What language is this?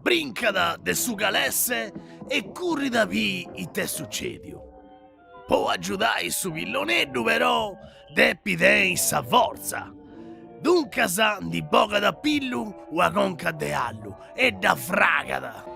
Sardinian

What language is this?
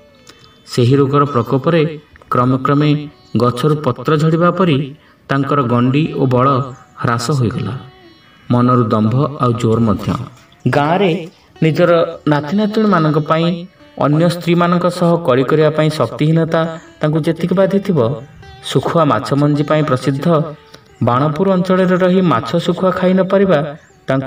Odia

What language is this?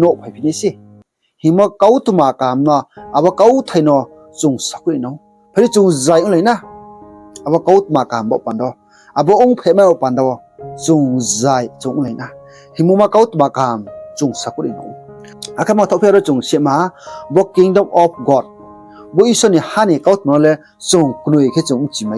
Riang (India)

